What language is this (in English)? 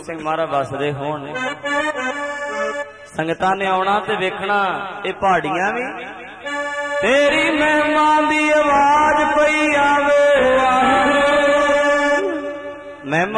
Punjabi